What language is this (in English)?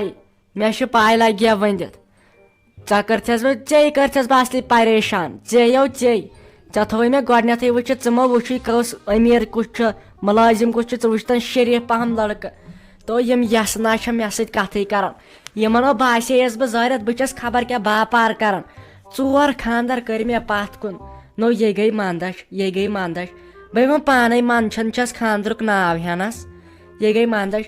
Kashmiri